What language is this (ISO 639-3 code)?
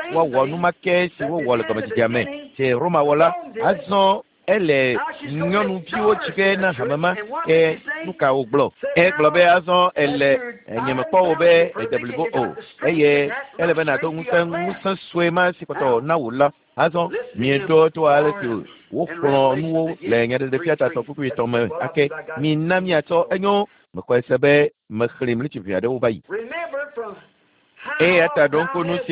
ewe